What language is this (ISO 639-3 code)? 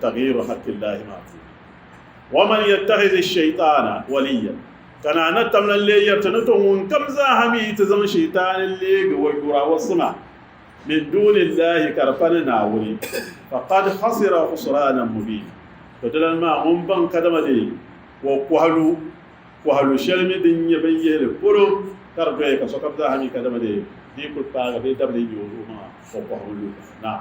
dag